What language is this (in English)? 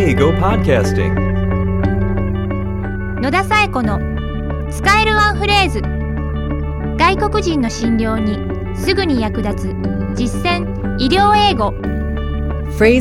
Japanese